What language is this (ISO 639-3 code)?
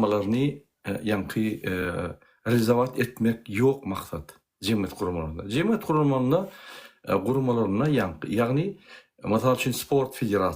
tuk